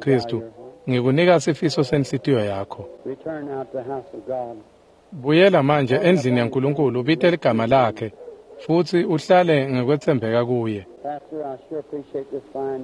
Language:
Swati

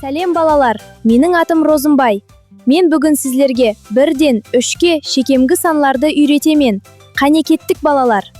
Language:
Kara-Kalpak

